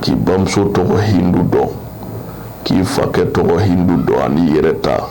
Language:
Bambara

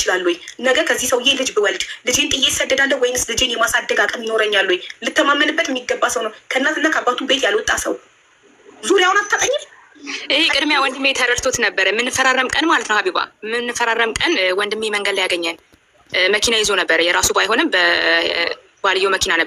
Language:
Amharic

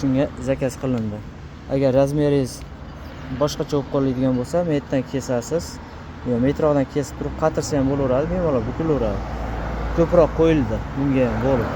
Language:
Uzbek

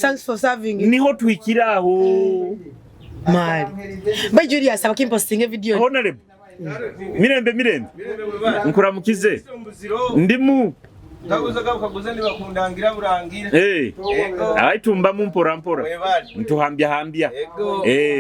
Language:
Nyoro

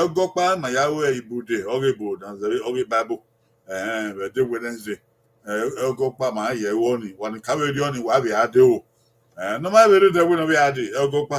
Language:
Bini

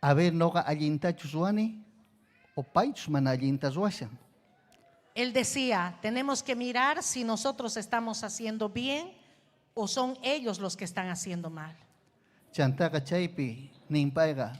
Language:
Ayacucho Quechua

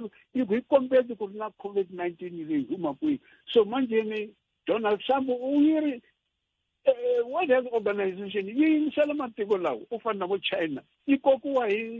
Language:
Tsonga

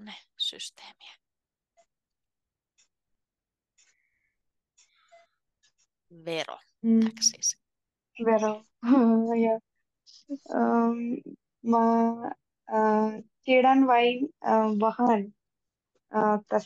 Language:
Finnish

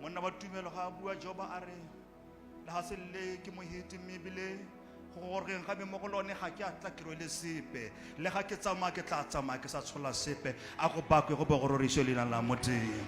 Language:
Tswana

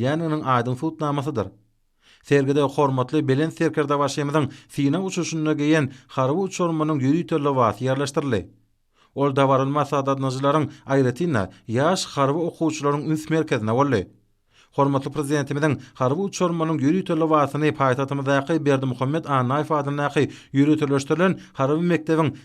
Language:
Turkmen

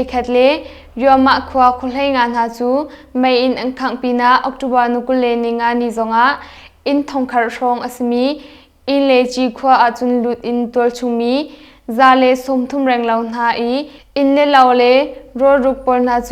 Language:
Hakha Chin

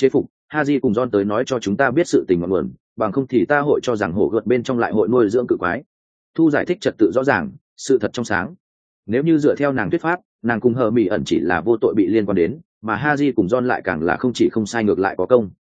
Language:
Vietnamese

